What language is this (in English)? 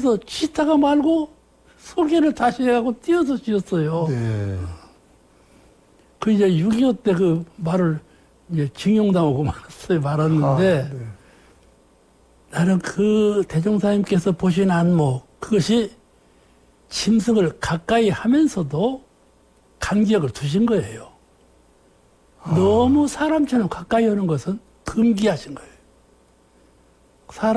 Korean